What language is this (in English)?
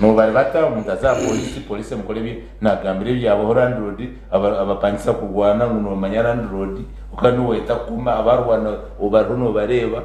Nyankole